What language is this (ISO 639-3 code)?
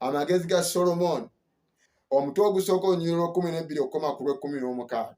lug